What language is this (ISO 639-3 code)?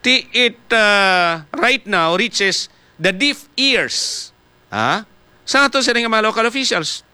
hil